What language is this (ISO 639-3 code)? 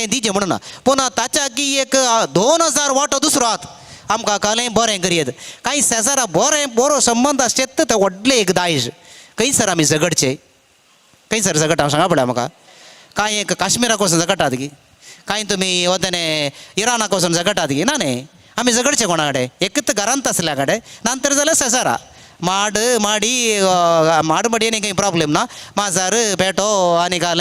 kok